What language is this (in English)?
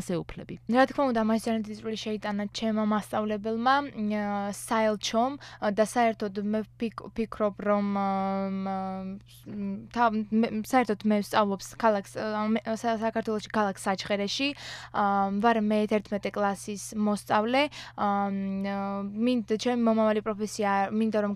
Georgian